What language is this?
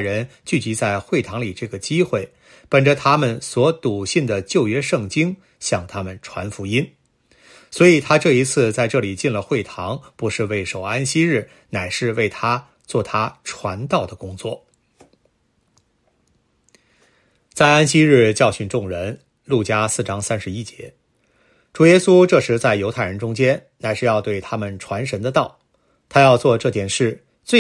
Chinese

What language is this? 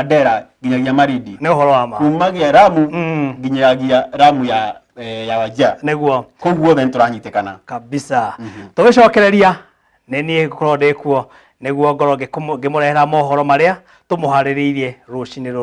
Kikuyu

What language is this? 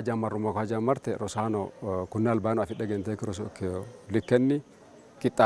Sidamo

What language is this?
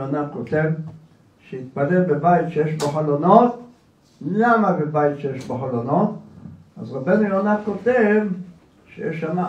Hebrew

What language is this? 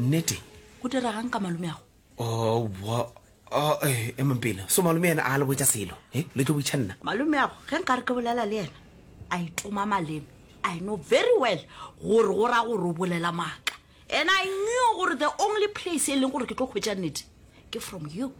Northern Sotho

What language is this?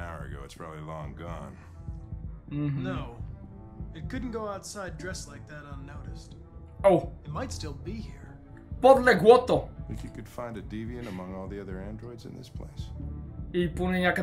Bulgarian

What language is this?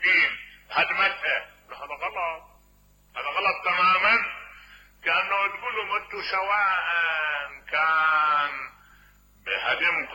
Mesopotamian Arabic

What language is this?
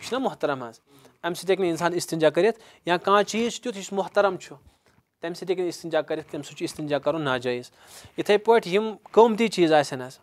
Kashmiri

